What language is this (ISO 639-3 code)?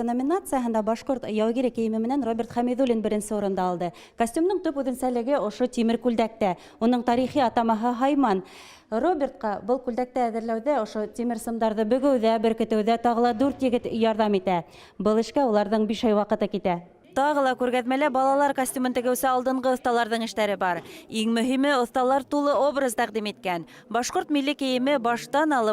bak